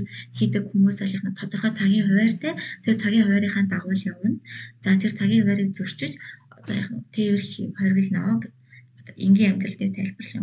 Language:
Mongolian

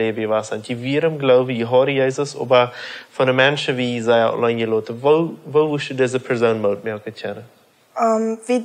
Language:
Plautdietsch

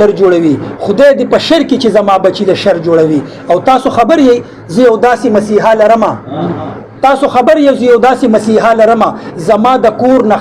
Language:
Pashto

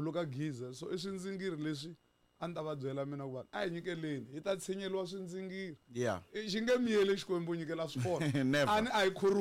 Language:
Tsonga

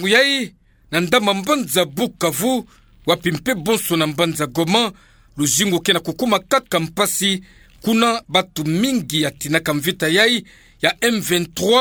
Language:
Kituba (Democratic Republic of Congo)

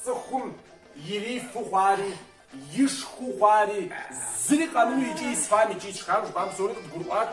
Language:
Kabardian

